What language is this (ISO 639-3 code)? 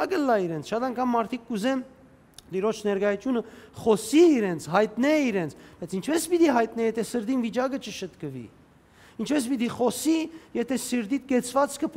hyw